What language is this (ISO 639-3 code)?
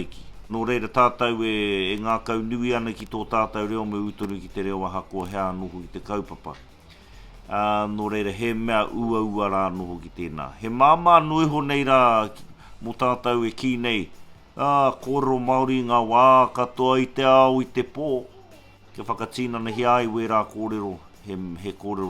mri